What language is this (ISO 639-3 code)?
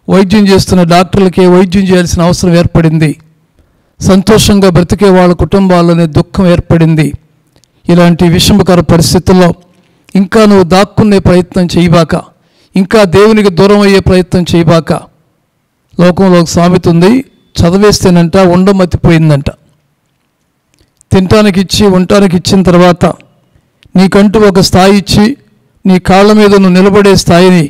tel